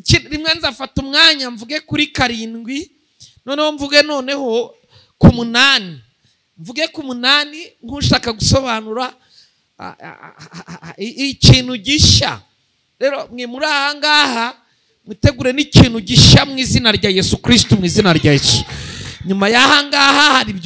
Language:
Kinyarwanda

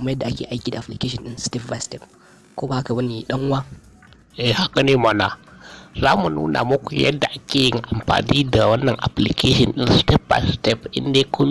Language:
Hausa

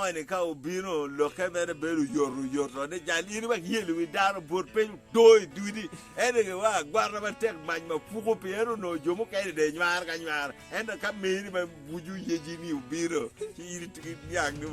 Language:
Acoli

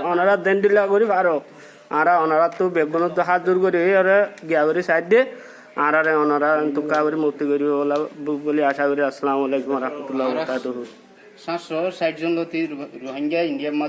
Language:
Rohingya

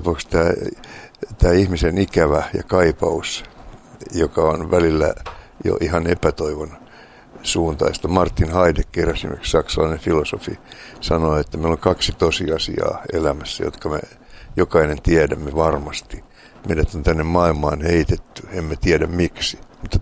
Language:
Finnish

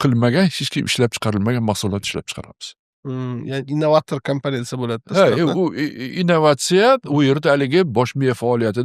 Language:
Uzbek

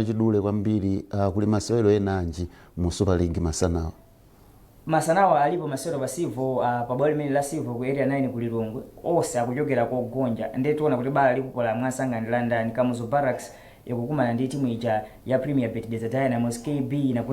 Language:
Nyanja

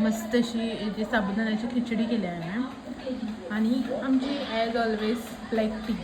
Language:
Konkani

